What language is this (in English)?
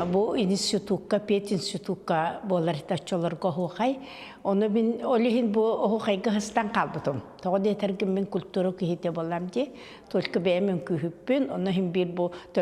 Yakut